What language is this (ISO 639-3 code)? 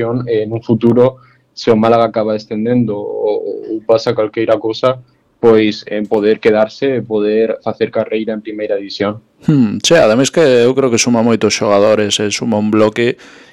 glg